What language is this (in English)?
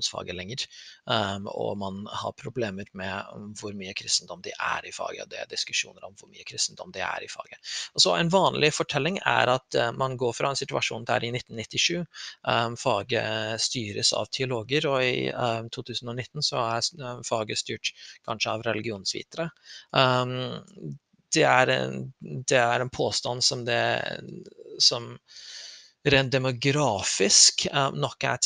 Norwegian